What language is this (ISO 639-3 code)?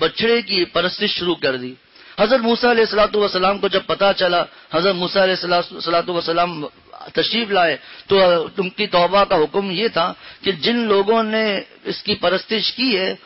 urd